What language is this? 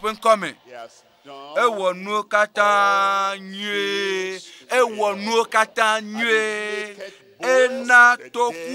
Ewe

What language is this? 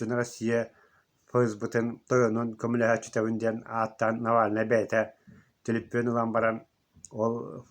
Yakut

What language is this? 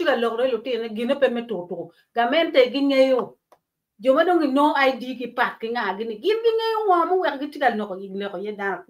Acoli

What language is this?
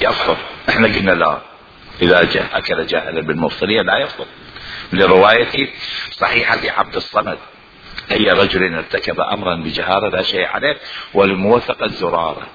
Mesopotamian Arabic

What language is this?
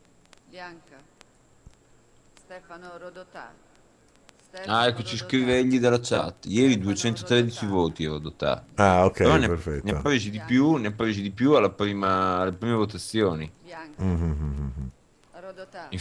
Italian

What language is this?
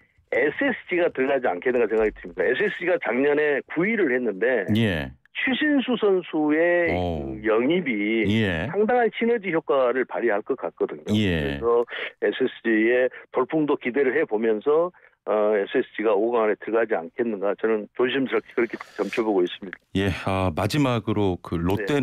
Korean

